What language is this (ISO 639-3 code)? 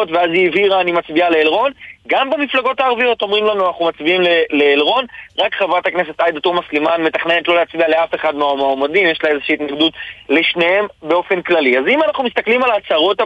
heb